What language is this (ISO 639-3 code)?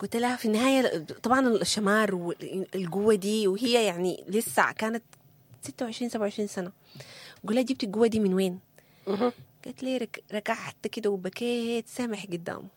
apd